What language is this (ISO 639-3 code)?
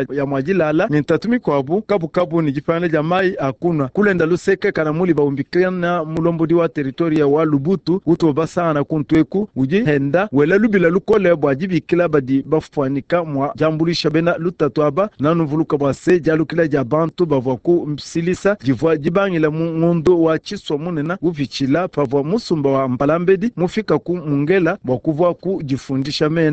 lua